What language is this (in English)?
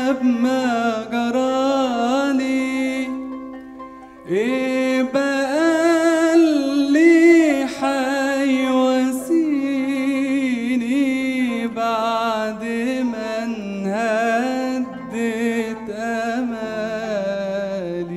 Egyptian Arabic